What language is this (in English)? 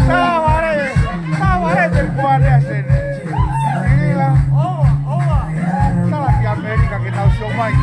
Tongan